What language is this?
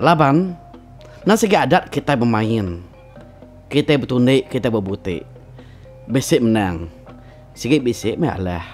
Iban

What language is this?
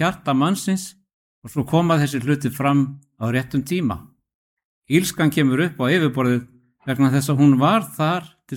Icelandic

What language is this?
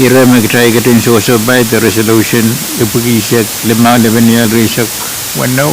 Pohnpeian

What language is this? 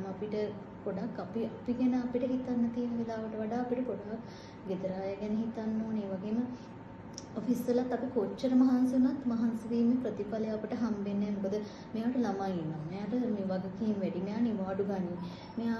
Sinhala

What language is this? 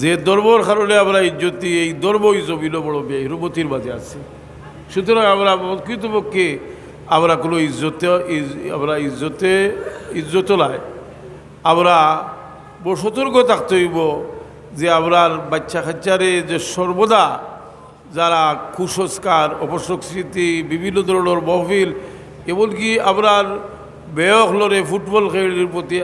Sylheti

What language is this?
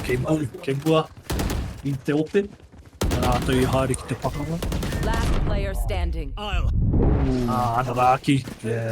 Māori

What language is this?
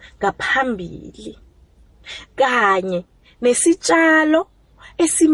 South Ndebele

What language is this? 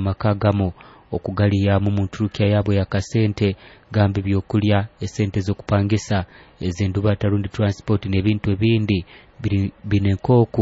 Nyoro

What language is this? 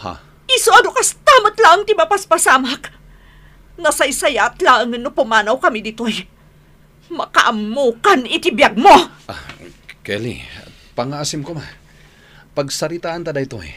Iloko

